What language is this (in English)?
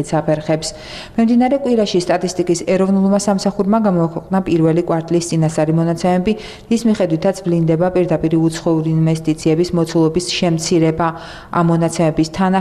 Georgian